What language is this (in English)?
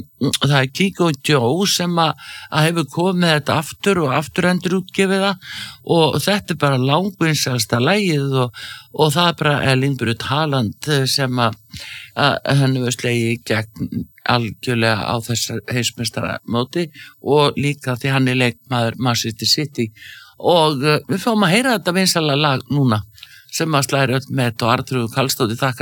Icelandic